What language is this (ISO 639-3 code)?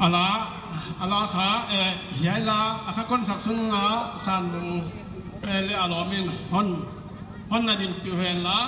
pck